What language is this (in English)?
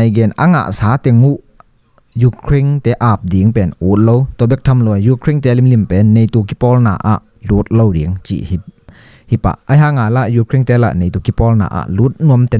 Tedim Chin